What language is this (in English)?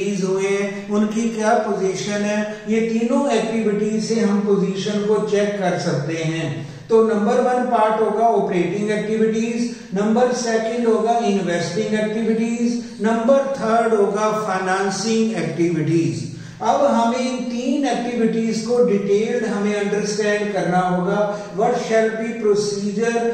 Hindi